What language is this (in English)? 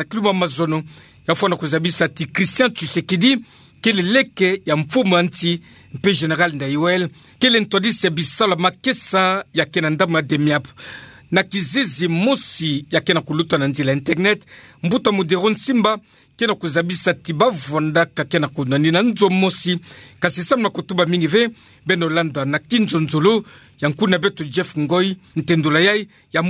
Kituba (Democratic Republic of Congo)